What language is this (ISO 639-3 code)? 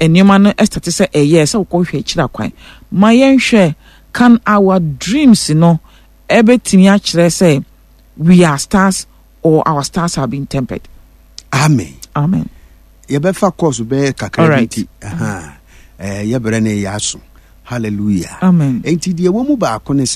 aka